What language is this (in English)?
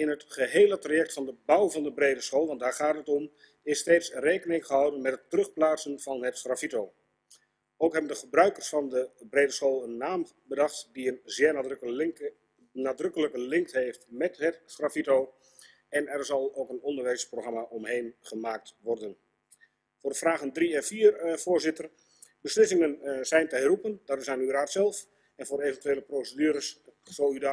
Dutch